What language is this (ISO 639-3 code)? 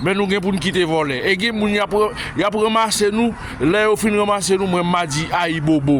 hat